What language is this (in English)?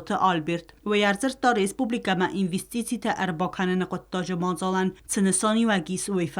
Ossetic